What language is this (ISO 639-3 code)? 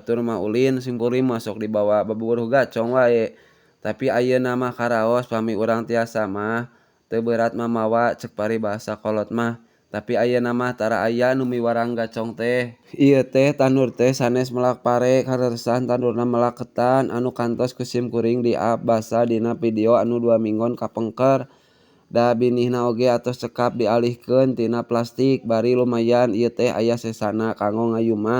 sun